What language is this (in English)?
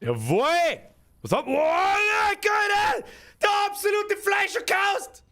Bavarian